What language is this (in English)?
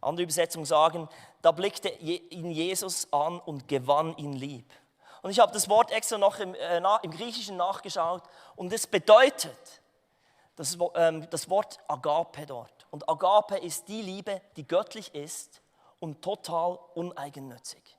Swiss German